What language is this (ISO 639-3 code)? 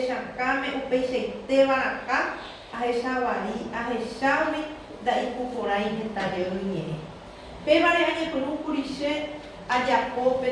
grn